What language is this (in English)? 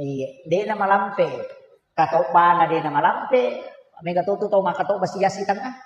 Buginese